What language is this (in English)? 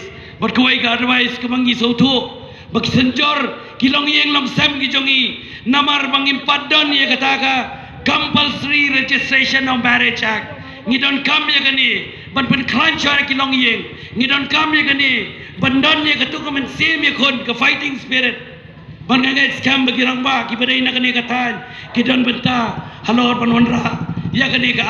Khasi